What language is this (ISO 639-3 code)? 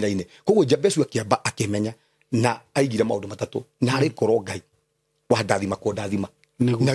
kik